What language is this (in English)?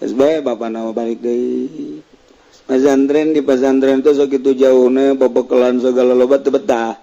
Sundanese